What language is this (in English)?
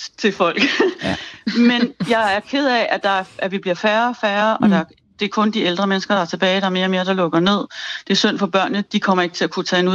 Danish